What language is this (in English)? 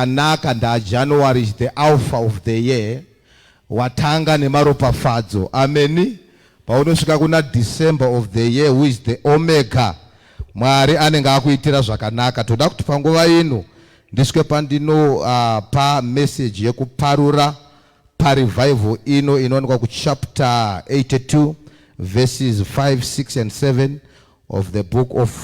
Shona